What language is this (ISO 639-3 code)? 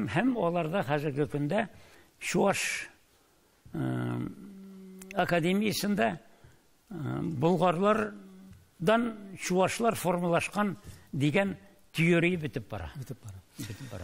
tat